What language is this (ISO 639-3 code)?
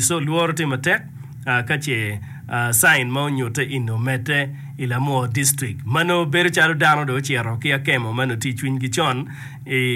ach